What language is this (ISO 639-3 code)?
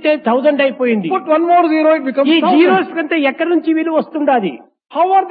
tel